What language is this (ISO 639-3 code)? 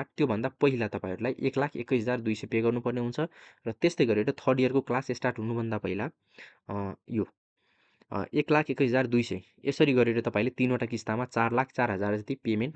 nep